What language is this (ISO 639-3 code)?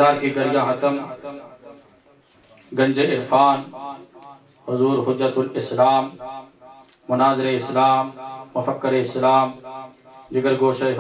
urd